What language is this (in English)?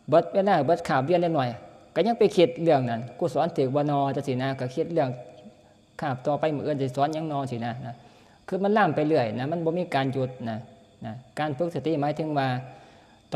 Northeastern Thai